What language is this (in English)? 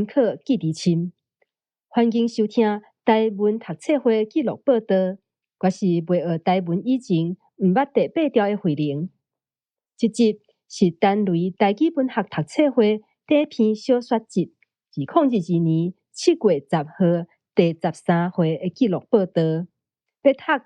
Min Nan Chinese